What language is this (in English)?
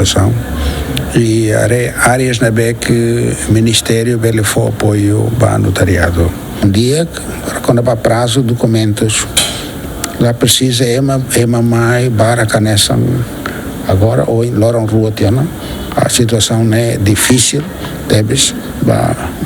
Tetum